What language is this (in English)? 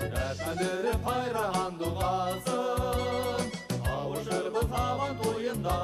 Bashkir